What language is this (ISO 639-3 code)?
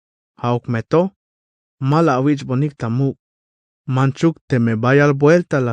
tzh